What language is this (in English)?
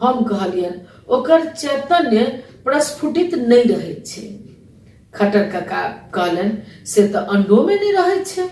Maithili